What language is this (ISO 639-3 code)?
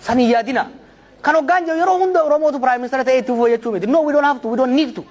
orm